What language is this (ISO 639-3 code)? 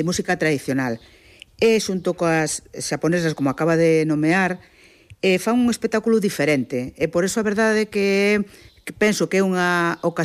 glg